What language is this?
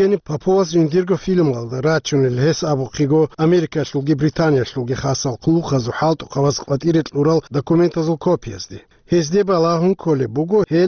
Avaric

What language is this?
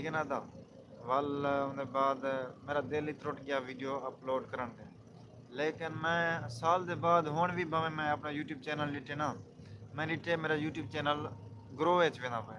Saraiki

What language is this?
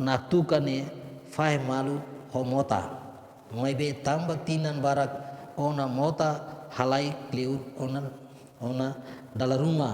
Tetum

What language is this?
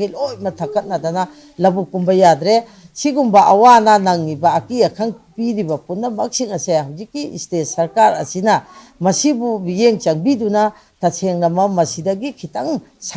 Manipuri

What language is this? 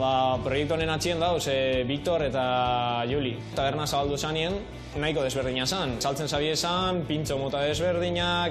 Basque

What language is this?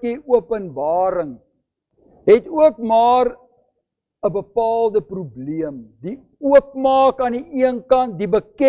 Afrikaans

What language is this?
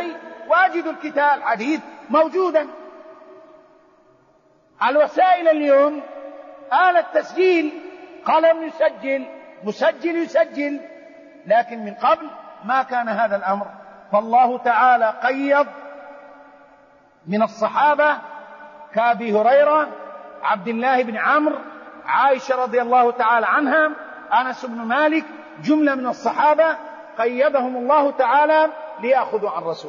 Arabic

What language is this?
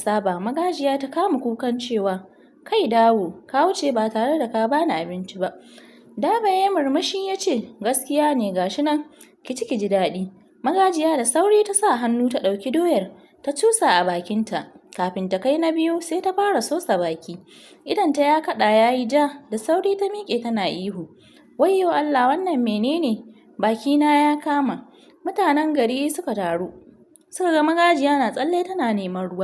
Hausa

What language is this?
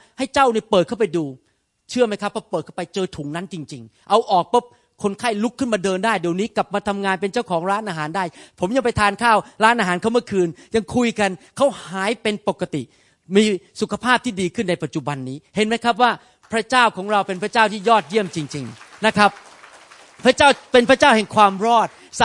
Thai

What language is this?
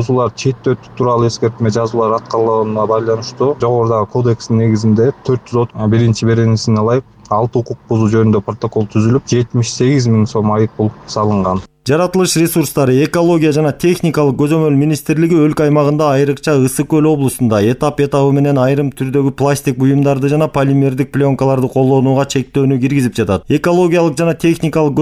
Kyrgyz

